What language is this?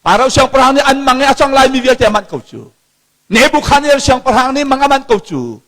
Hakha Chin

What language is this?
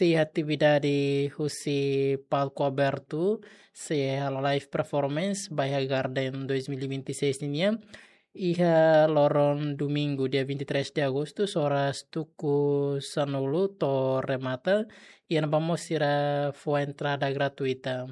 Tetum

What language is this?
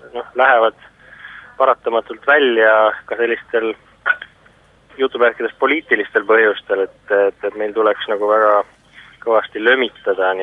Estonian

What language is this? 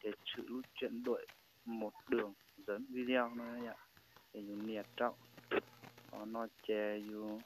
Hmong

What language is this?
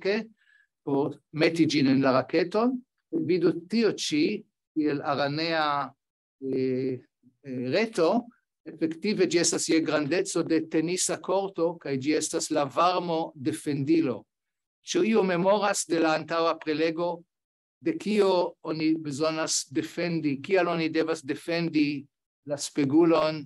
Esperanto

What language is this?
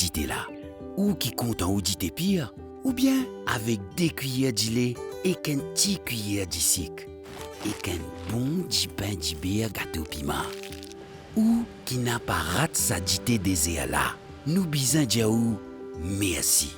Morisyen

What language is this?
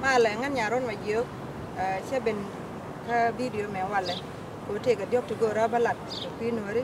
Nuer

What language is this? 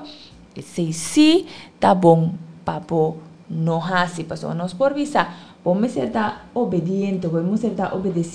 Papiamento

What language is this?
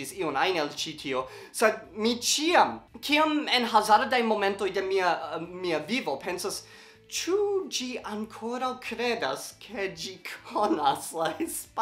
Esperanto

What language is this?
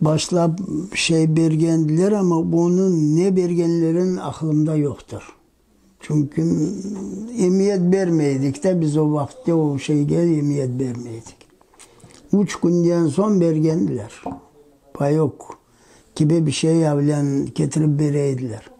Crimean Tatar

